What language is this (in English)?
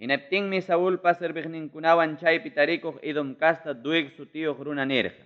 Ayacucho Quechua